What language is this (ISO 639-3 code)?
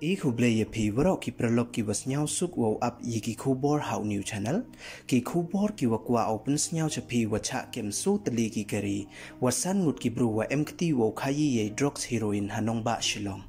pbv